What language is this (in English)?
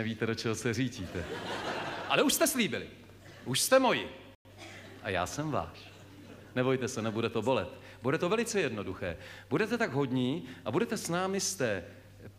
Czech